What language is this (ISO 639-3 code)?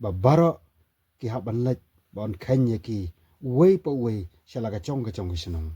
kha